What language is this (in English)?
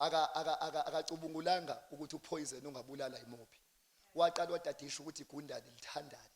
Zulu